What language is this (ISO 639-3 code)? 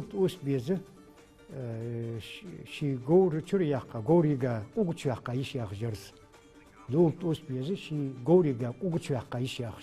inh